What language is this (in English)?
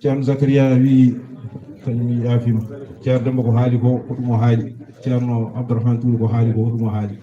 Fula